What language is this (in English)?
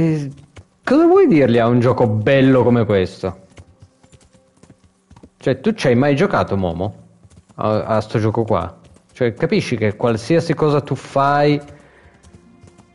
Italian